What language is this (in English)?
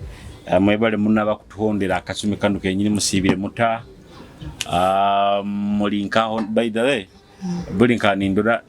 Nyoro